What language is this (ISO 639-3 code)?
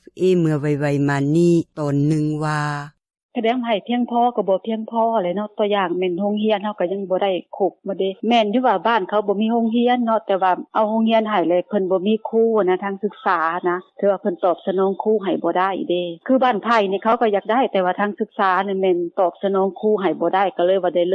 lao